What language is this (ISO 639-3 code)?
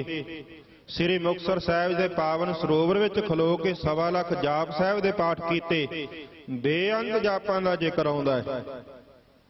pan